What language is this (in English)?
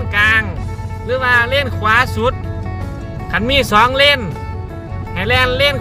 Lao